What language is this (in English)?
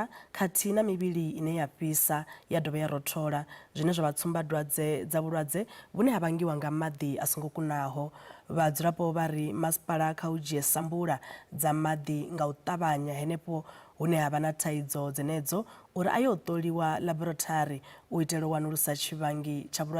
Venda